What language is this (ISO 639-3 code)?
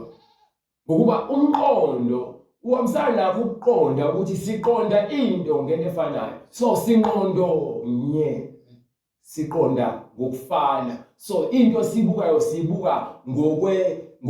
zul